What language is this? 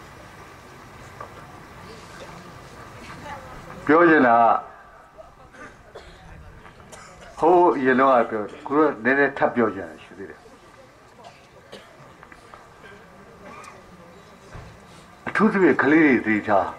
Burmese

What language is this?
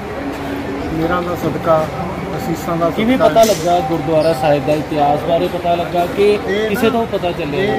Punjabi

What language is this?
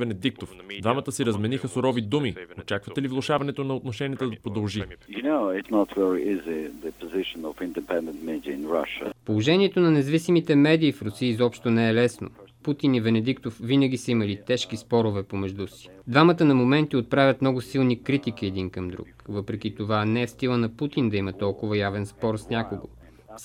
Bulgarian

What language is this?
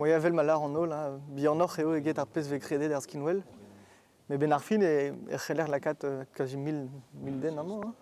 Breton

